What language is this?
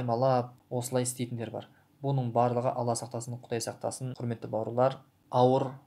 Kazakh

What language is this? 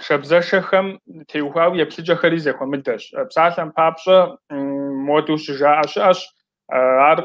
Kabardian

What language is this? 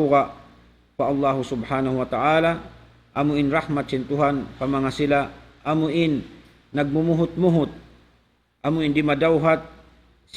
Tausug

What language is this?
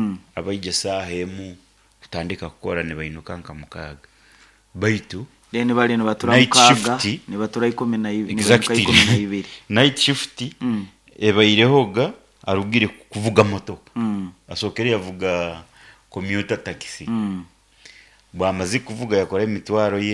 Nyoro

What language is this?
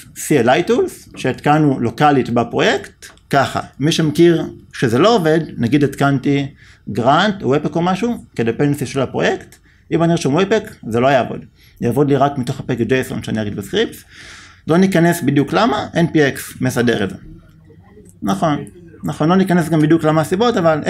Hebrew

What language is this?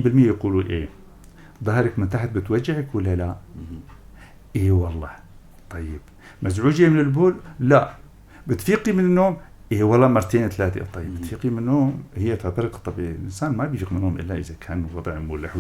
North Levantine Arabic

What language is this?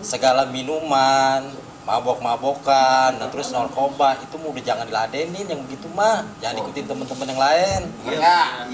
Betawi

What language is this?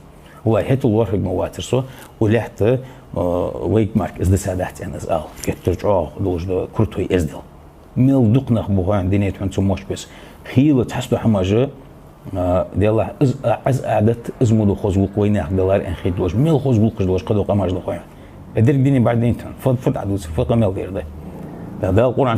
Ingush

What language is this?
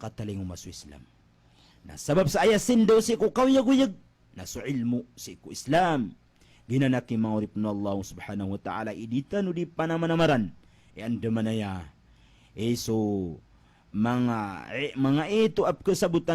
Maranao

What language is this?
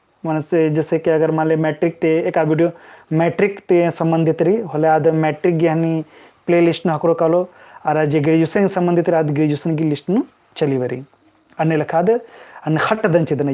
Kurukh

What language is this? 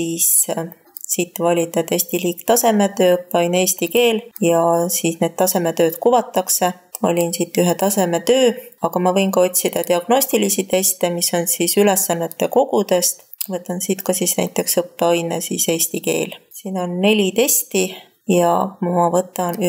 Estonian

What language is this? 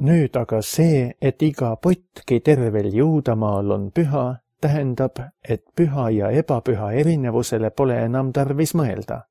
Estonian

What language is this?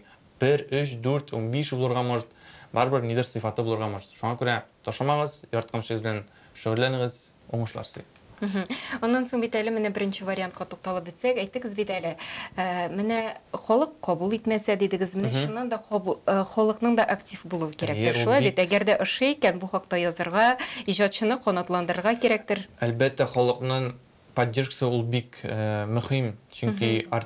Tatar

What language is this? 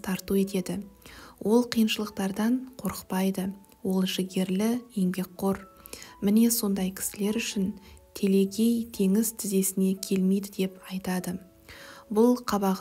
Kazakh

